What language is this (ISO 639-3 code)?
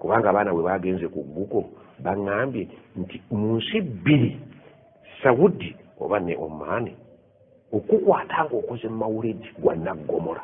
lug